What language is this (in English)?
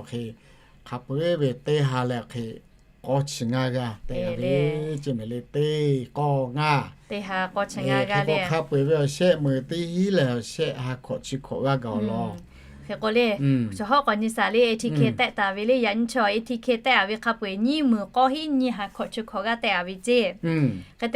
Lahu